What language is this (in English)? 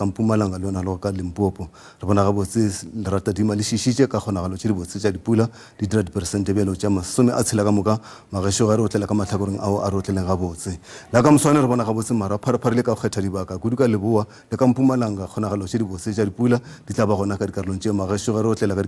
Northern Sotho